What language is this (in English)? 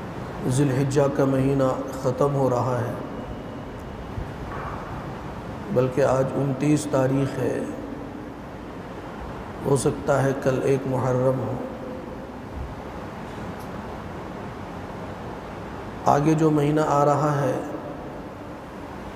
Urdu